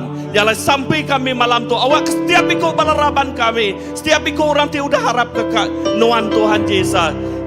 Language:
Iban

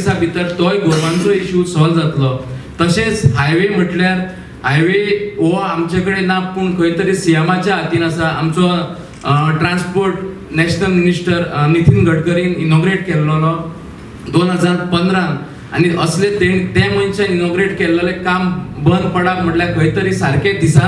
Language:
Konkani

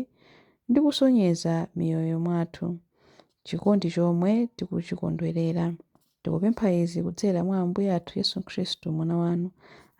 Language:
Nyanja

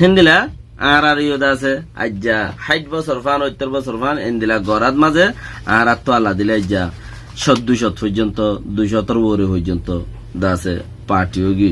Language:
Rohingya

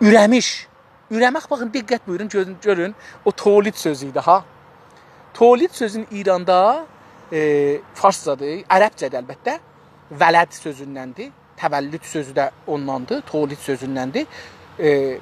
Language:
South Azerbaijani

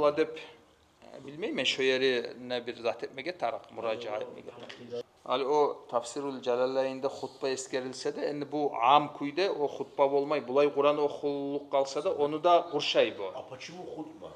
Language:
Kumyk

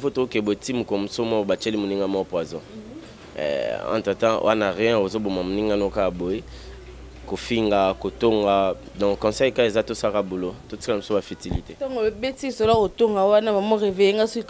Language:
Lingala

